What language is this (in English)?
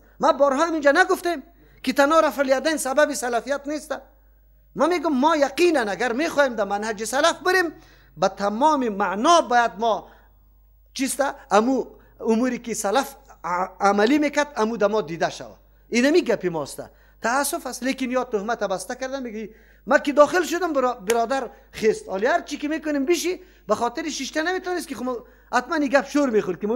Persian